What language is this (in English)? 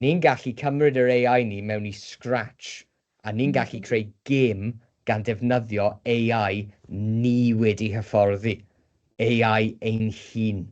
Welsh